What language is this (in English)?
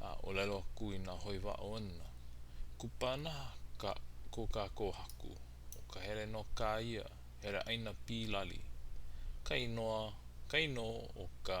Hawaiian